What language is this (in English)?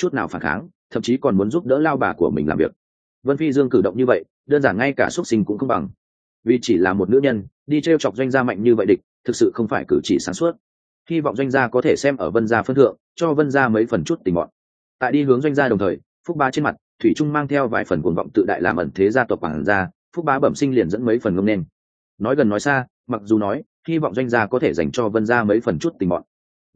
Vietnamese